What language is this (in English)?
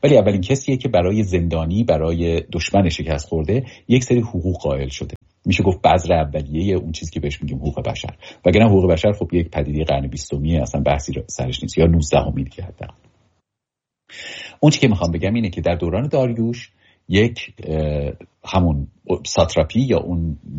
Persian